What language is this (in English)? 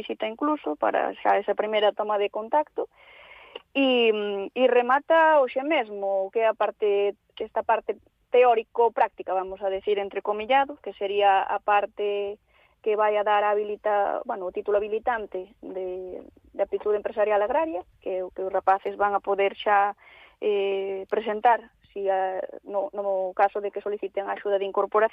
Galician